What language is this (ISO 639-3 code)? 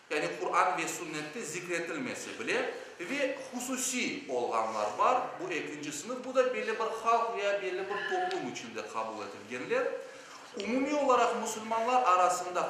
crh